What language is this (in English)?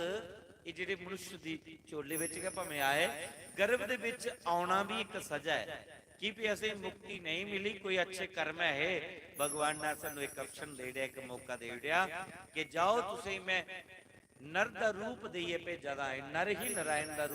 Dogri